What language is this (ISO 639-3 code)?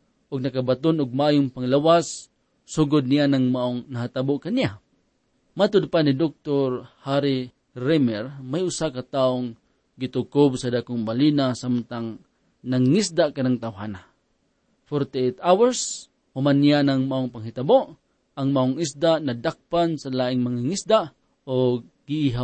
ceb